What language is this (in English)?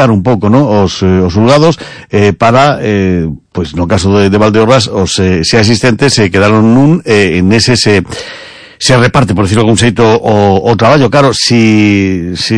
Galician